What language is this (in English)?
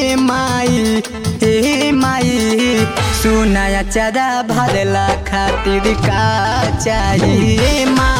Bhojpuri